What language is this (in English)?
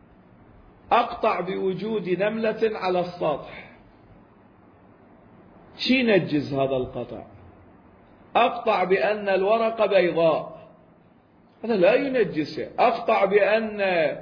Arabic